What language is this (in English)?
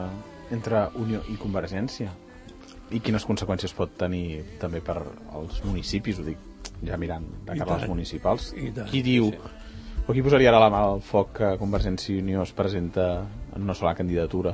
Catalan